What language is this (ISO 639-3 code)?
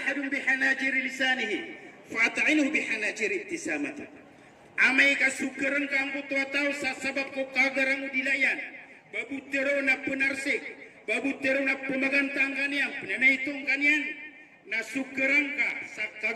mrw